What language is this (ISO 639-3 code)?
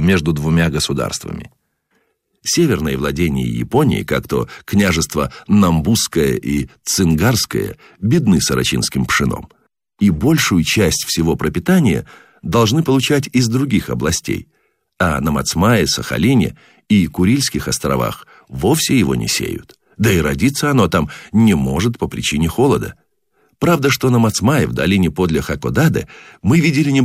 rus